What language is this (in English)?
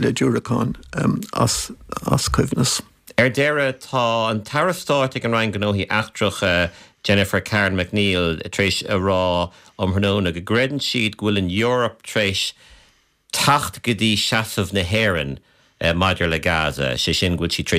Irish